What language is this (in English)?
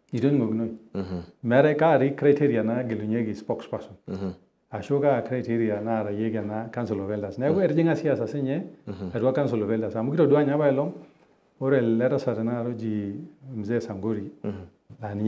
Masai